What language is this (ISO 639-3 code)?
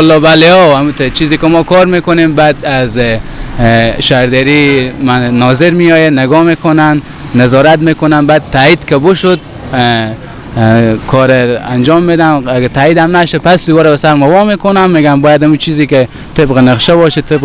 fas